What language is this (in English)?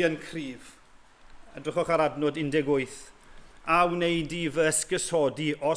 Welsh